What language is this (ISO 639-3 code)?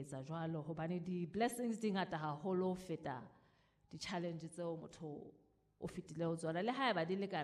sot